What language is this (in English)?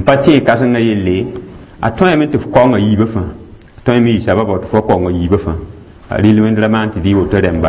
Mossi